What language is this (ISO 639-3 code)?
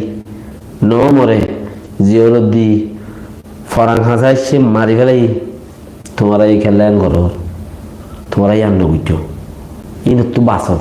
rhg